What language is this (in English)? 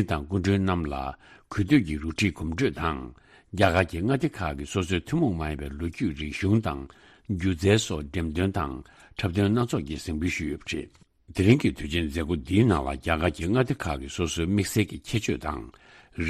Tibetan